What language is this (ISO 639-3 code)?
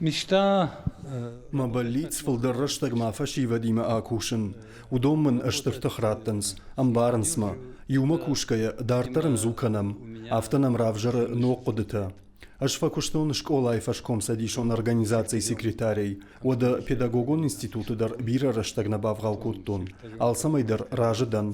oss